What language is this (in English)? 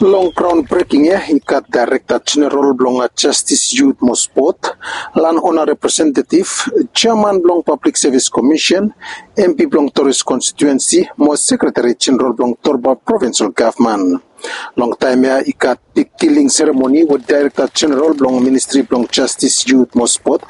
Bislama